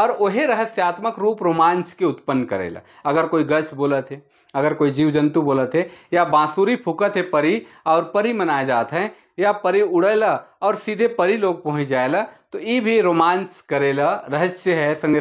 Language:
Sadri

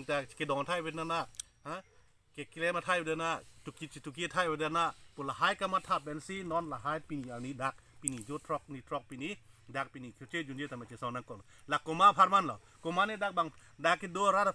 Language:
Karbi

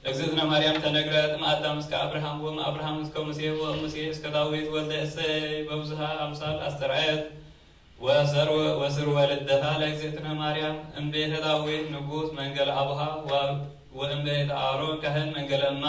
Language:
Geez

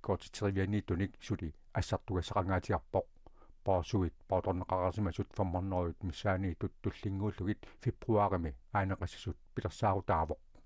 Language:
Kalaallisut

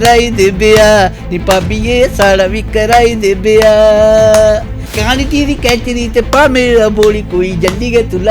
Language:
Dogri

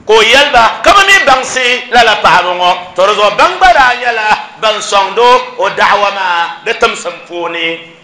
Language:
Dagbani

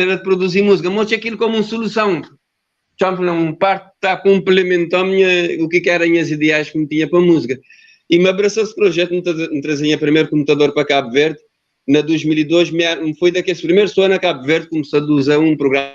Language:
Kabuverdianu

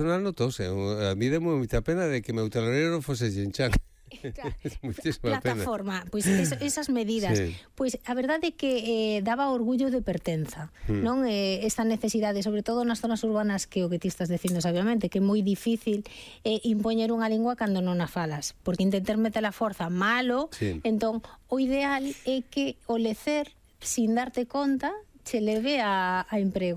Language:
Galician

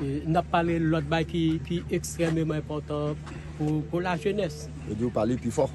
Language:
Haitian Creole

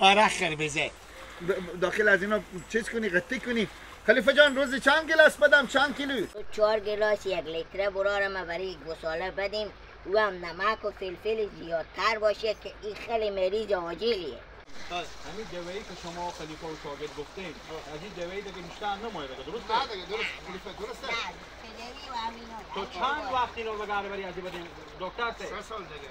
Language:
Hazaragi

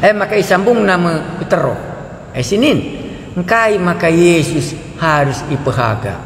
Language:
Batak Karo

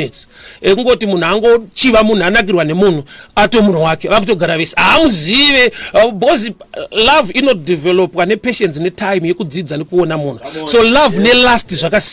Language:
Shona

